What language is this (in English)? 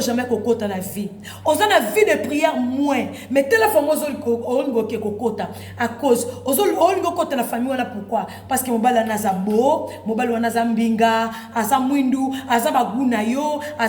Lingala